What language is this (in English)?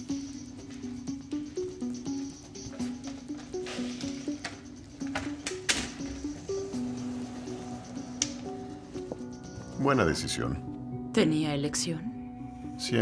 Spanish